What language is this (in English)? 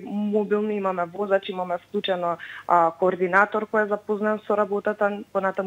Macedonian